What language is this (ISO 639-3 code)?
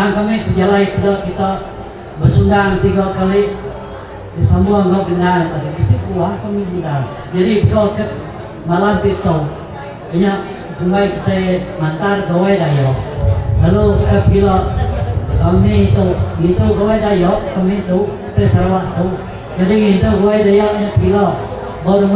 iba